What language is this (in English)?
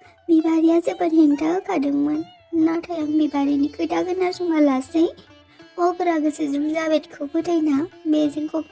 Bodo